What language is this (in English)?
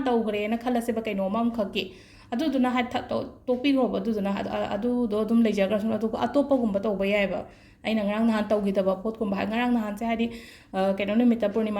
Manipuri